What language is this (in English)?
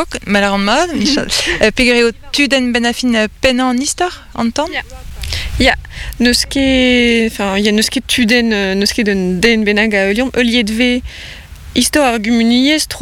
Breton